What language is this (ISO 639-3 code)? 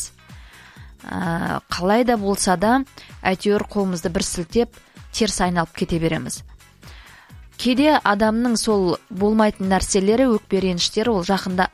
kaz